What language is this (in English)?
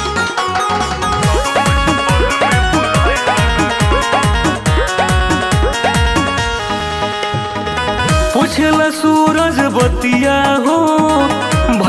Bhojpuri